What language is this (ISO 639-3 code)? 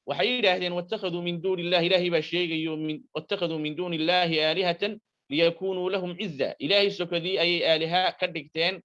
som